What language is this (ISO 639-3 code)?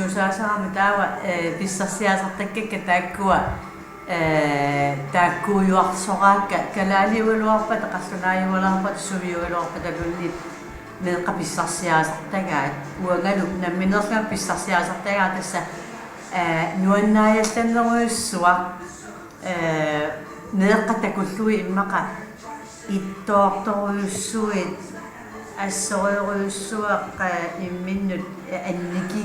kal